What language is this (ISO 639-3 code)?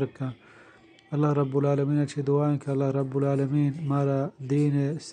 bgp